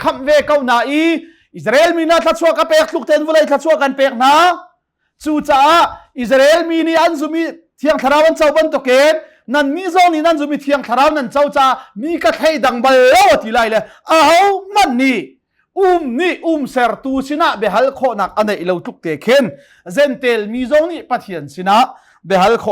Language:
Hakha Chin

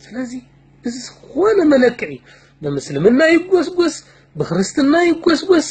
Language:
Tigrinya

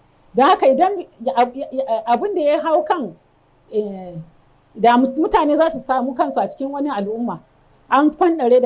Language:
Hausa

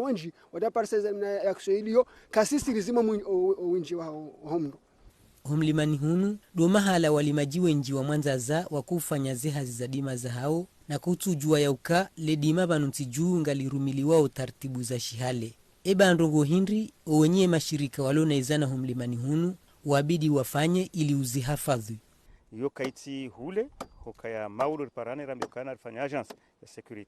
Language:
Ngazidja Comorian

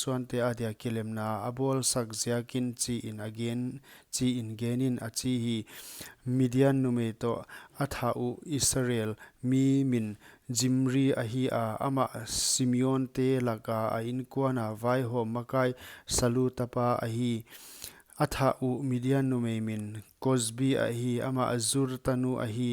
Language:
Paite Chin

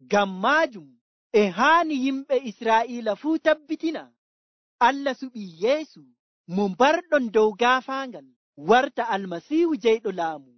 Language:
Nigerian Fulfulde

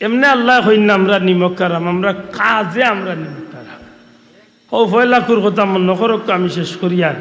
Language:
Sylheti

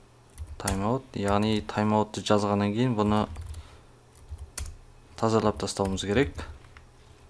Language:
Kazakh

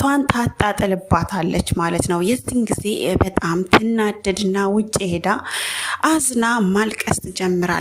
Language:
Amharic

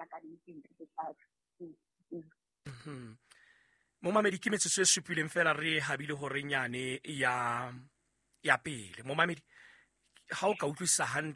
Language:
Southern Sotho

